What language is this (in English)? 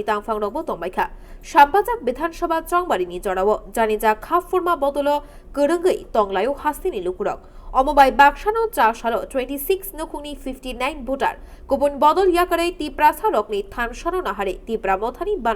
Kok Borok